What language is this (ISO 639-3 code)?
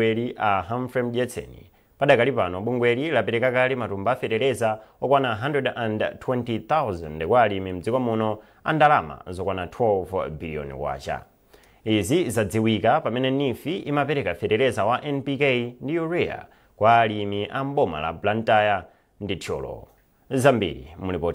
nya